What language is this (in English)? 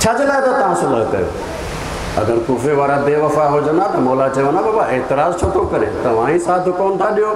Sindhi